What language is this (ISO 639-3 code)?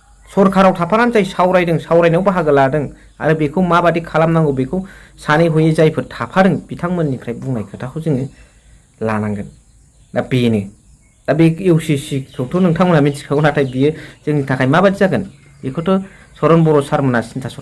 brx